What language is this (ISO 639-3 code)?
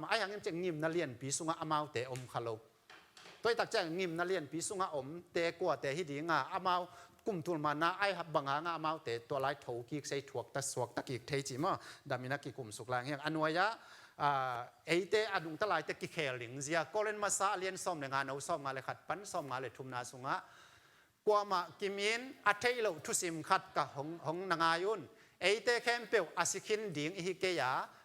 ctd